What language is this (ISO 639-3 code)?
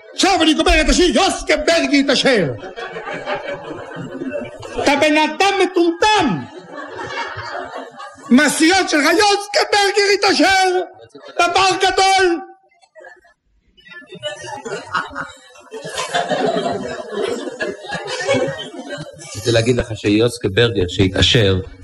heb